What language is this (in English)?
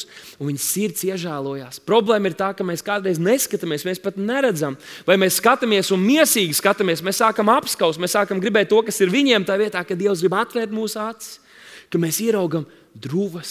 Latvian